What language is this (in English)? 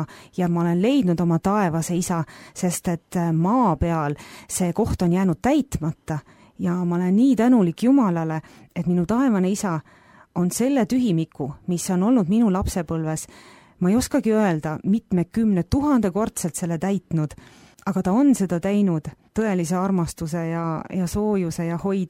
Estonian